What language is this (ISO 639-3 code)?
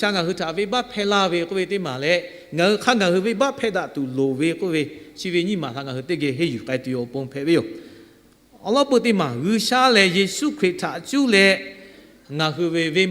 lhu